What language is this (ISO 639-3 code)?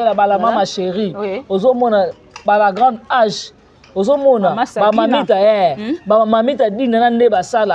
lin